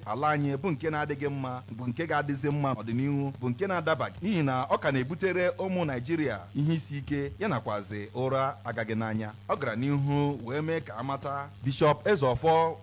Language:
Igbo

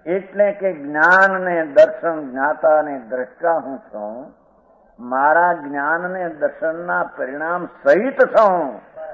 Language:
Gujarati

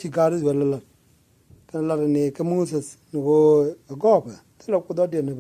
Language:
Nuer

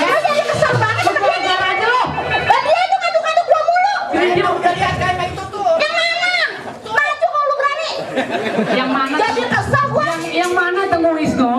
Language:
Betawi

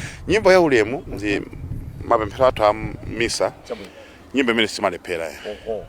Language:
Nyanja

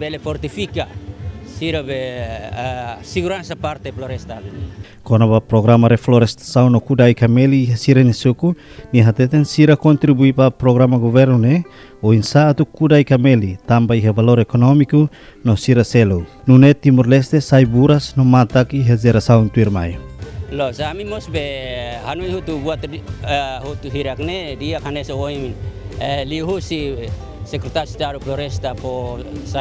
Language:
Tetum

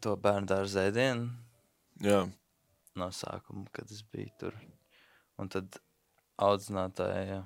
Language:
Latvian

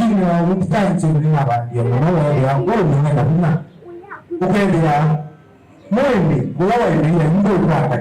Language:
Kamba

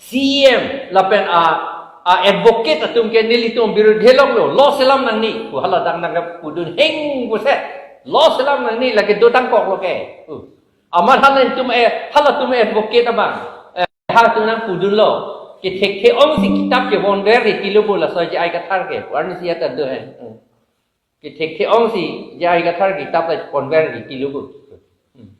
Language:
Karbi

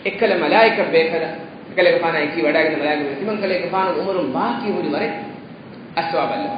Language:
Divehi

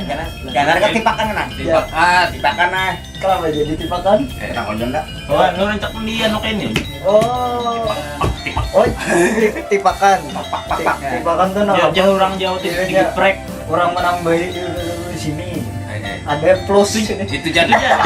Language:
Banjar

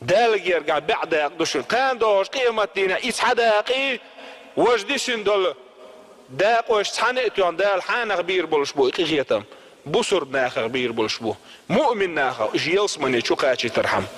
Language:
Chechen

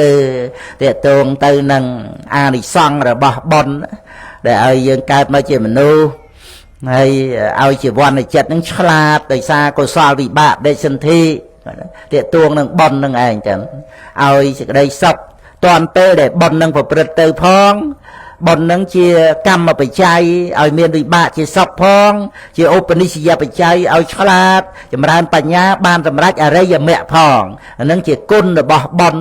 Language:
Khmer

